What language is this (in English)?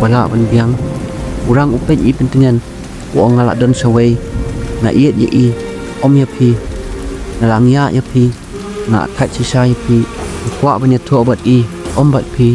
Khasi